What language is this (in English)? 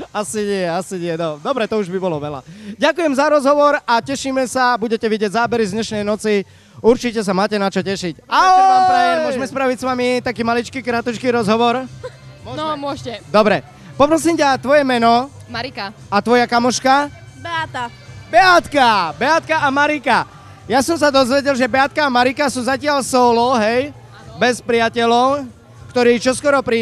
Slovak